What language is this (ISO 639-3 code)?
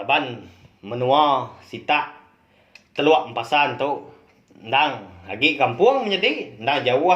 iba